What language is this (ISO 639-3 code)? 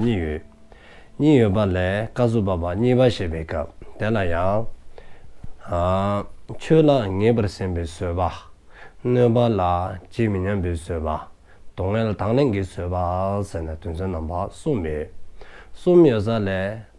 dzo